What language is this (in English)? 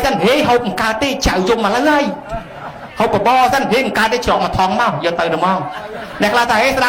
Khmer